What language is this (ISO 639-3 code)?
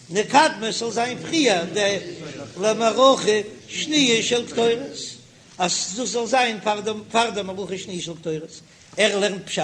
yid